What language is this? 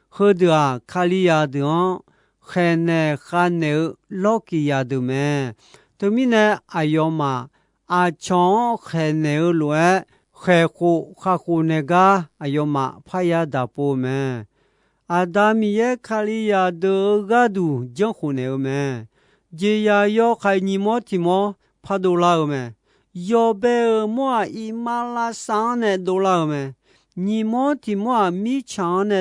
Akha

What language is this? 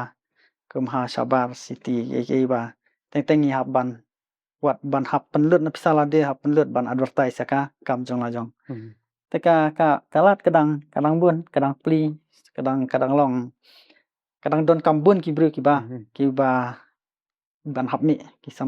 Khasi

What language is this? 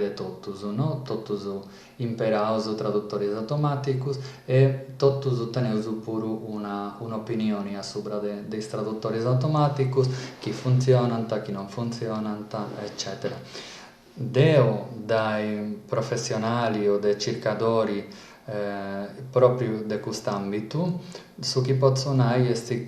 Sardinian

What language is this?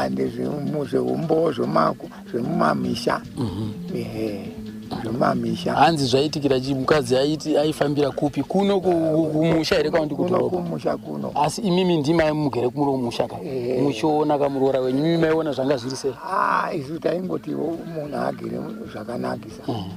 Shona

